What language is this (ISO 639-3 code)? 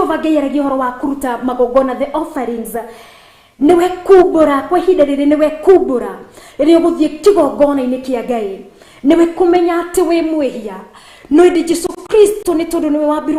kik